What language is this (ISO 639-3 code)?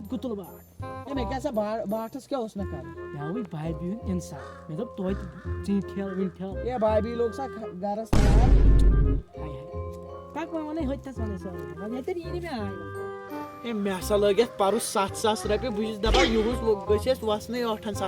kas